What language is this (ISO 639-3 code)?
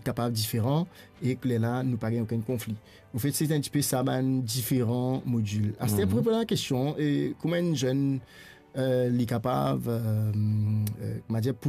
mfe